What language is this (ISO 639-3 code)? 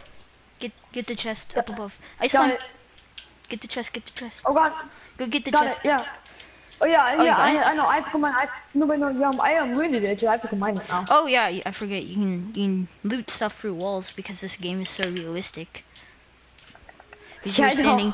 eng